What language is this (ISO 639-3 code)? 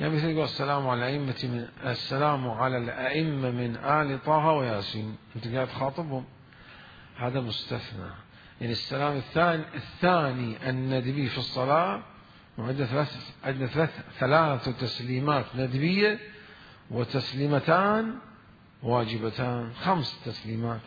acm